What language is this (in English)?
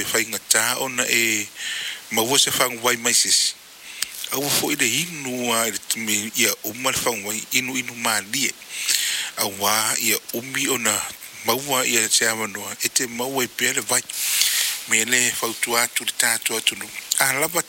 Samoan